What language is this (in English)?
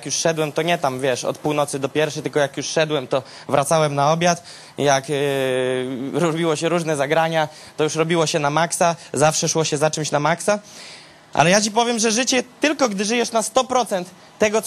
Polish